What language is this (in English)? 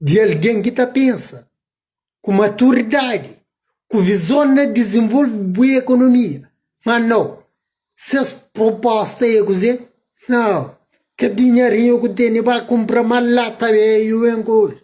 Kabuverdianu